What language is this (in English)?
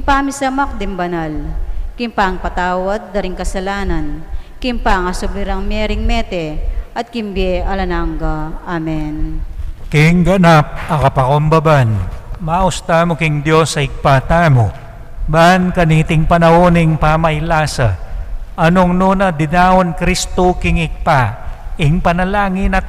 Pampanga